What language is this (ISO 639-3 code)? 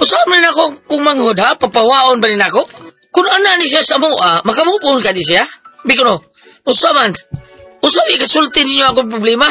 ceb